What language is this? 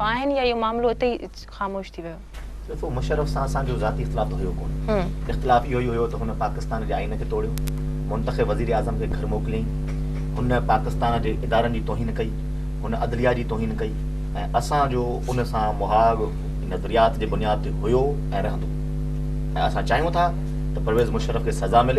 Sindhi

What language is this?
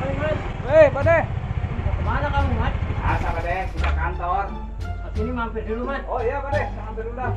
Betawi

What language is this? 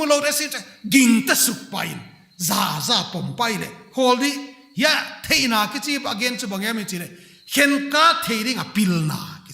Paite Chin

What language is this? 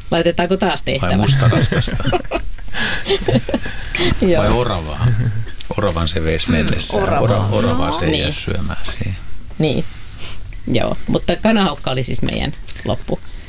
Finnish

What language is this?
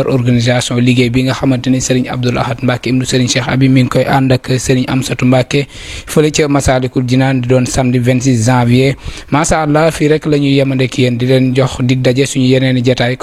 Wolof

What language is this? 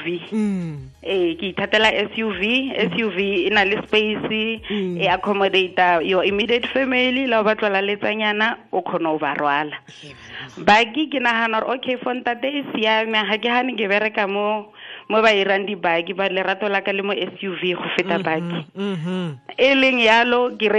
Tswana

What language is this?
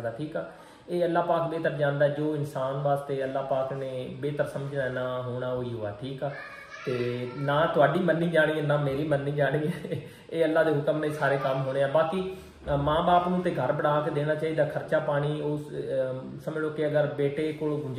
Punjabi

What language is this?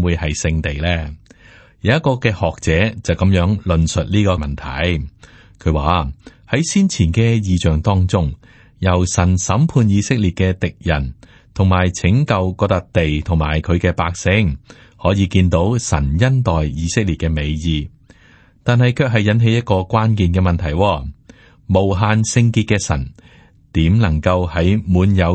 Cantonese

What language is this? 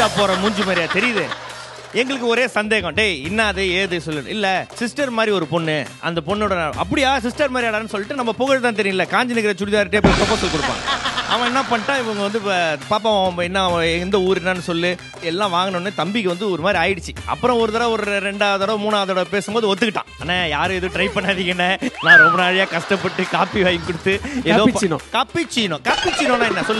Tamil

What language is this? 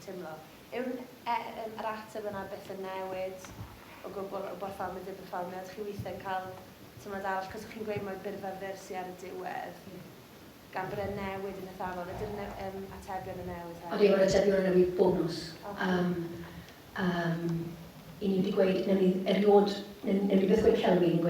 Welsh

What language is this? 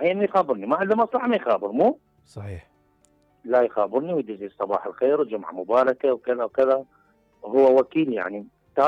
Mesopotamian Arabic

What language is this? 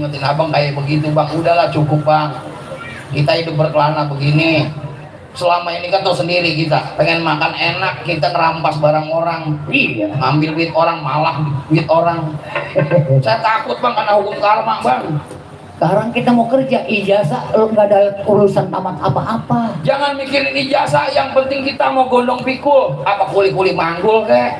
Betawi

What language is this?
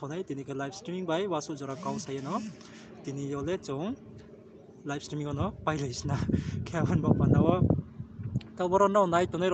Riang (India)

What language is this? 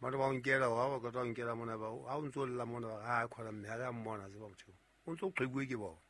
Southern Sotho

